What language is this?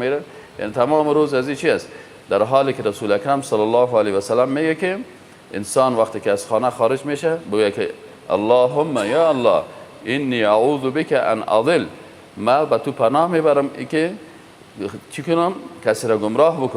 Persian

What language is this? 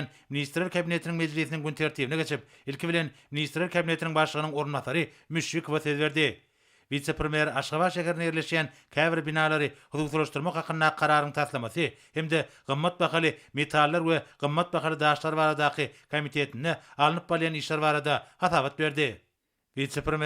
Turkmen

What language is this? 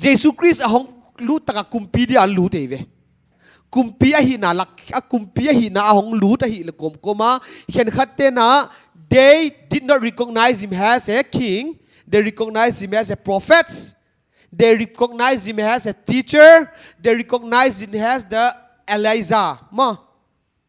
Paite Chin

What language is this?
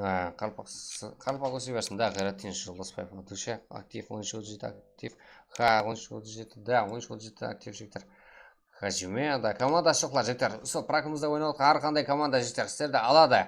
Kara-Kalpak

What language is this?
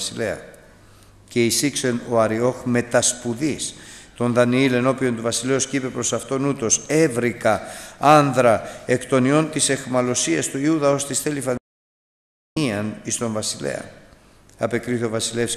Greek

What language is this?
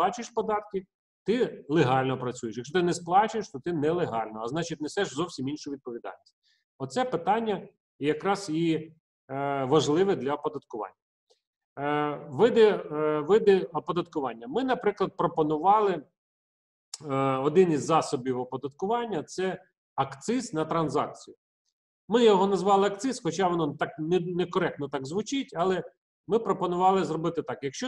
Ukrainian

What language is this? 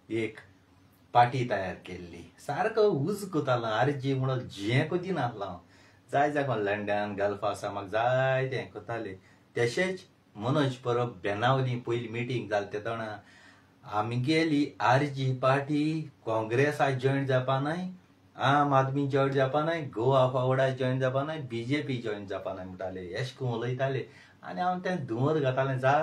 Konkani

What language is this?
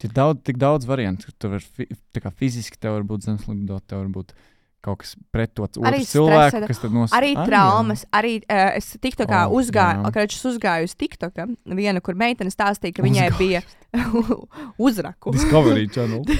Latvian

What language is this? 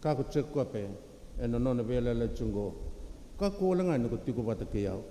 Fijian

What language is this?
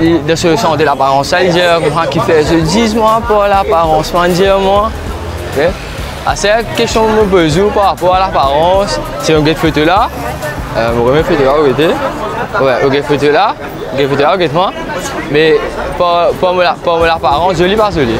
Morisyen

